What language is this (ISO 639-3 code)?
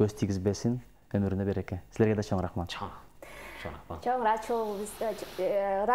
kir